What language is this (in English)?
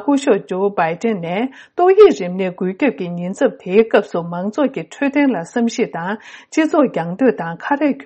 Tibetan